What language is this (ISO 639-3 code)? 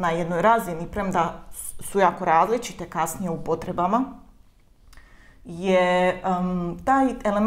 hrv